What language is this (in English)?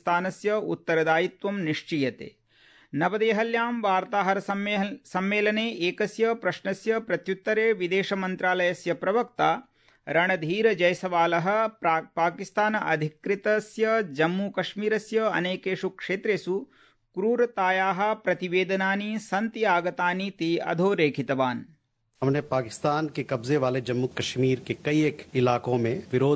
Sanskrit